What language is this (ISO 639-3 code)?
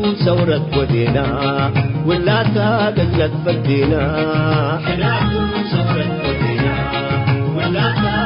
tig